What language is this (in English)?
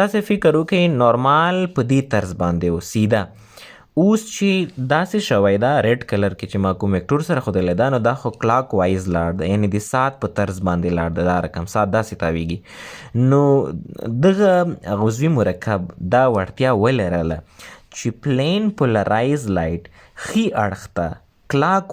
Pashto